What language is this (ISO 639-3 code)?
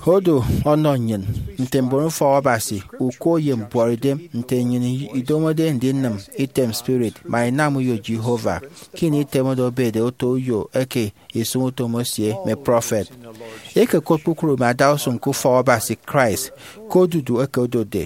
efi